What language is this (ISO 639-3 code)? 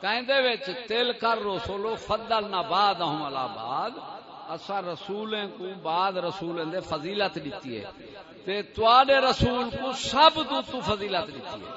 skr